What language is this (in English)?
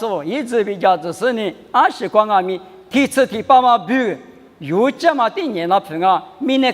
Lisu